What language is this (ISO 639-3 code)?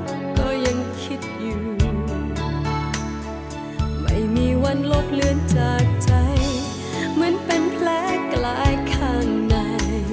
tha